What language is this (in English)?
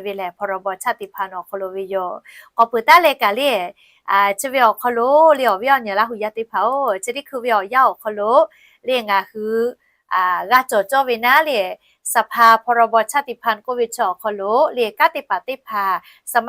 Lahu